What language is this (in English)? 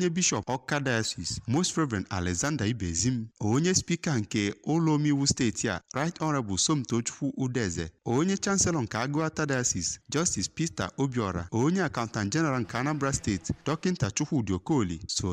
Igbo